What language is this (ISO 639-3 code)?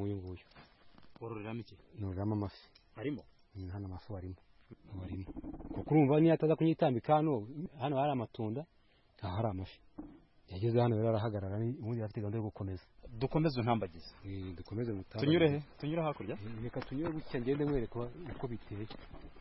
kin